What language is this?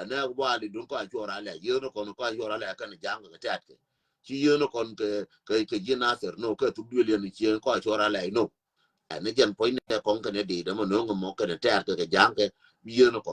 Nuer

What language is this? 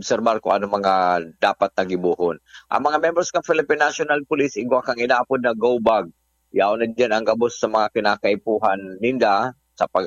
Bikol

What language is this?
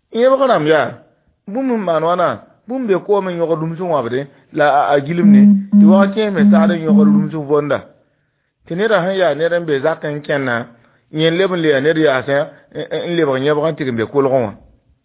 Mossi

